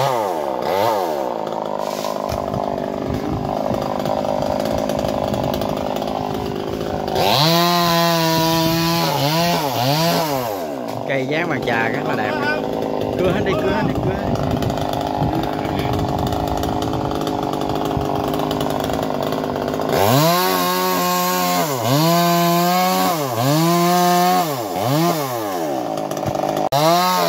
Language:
Vietnamese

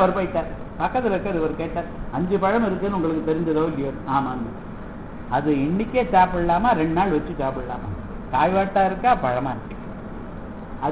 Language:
Tamil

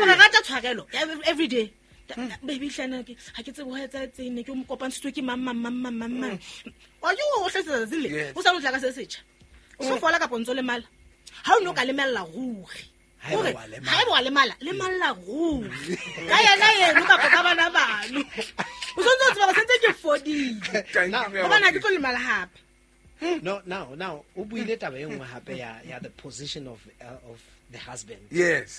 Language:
Southern Sotho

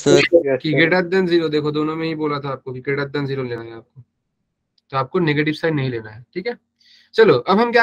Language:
Hindi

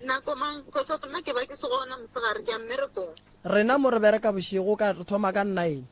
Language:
Northern Sotho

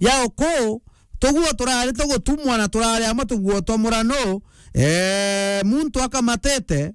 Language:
Meru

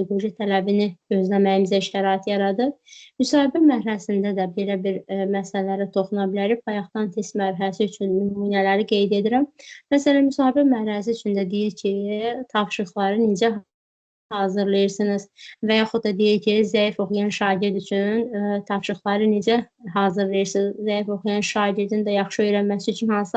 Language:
Azerbaijani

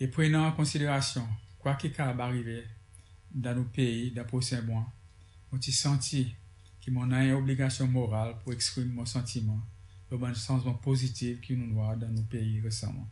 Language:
Seselwa Creole French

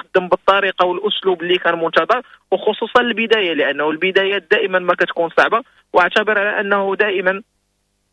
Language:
Moroccan Arabic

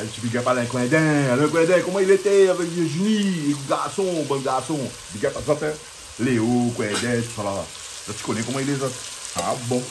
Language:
Réunion Creole French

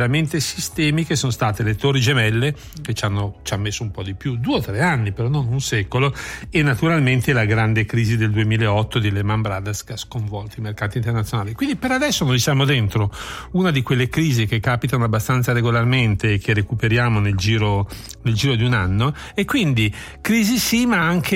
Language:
Italian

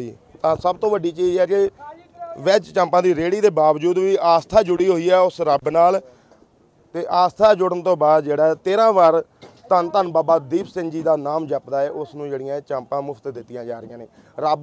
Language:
Punjabi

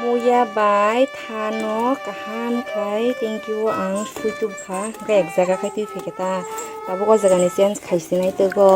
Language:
Kok Borok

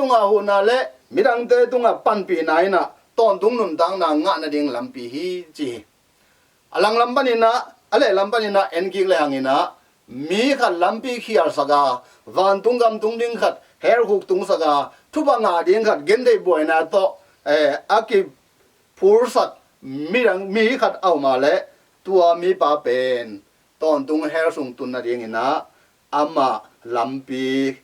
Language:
Tedim Chin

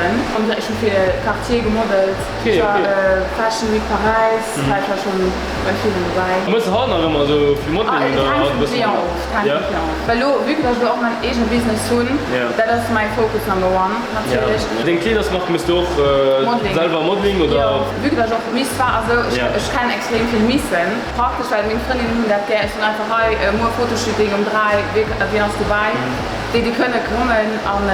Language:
Luxembourgish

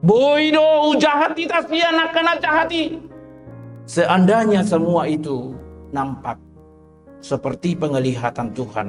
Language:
Batak Toba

